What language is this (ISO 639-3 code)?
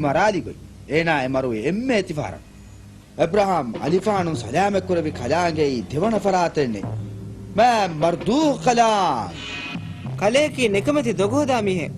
div